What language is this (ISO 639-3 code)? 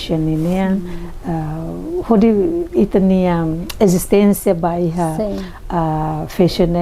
tet